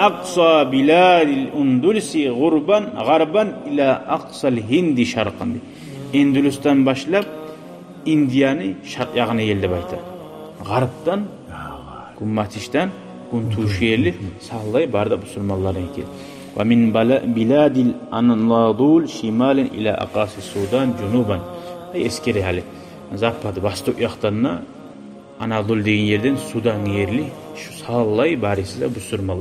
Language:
Kumyk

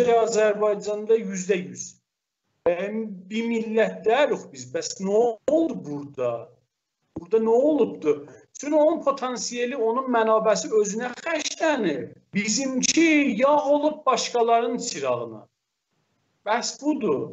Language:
South Azerbaijani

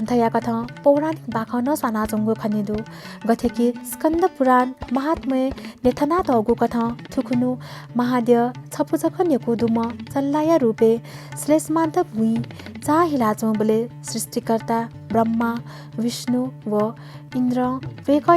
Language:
Newari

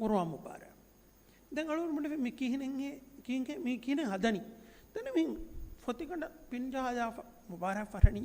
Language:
Divehi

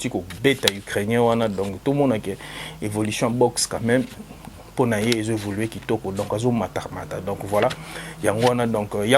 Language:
Lingala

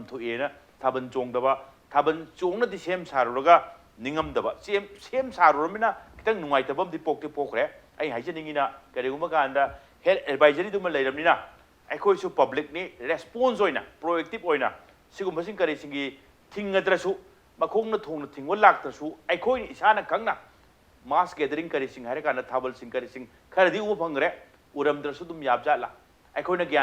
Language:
Manipuri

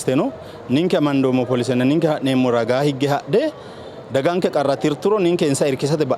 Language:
Sidamo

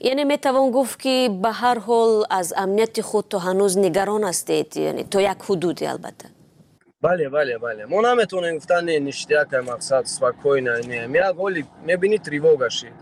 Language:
Tajik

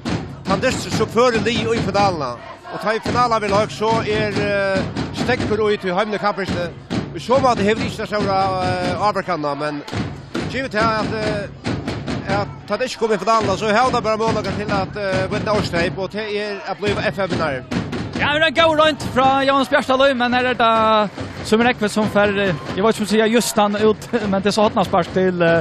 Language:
Faroese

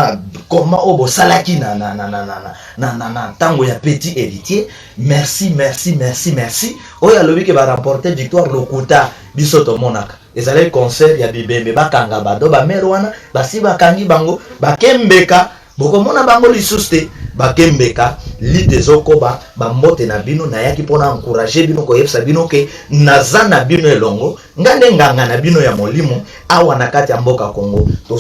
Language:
Lingala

